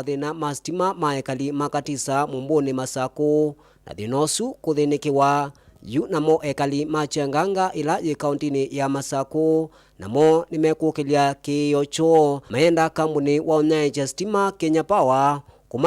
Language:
Kamba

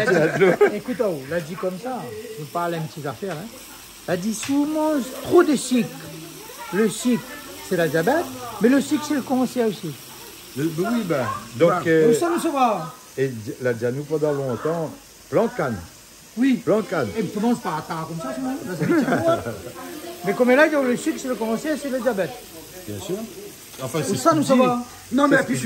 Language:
Réunion Creole French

